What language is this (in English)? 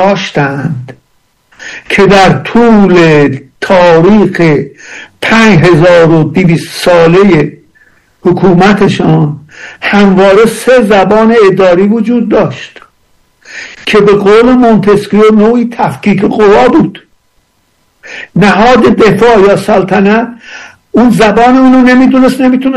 Persian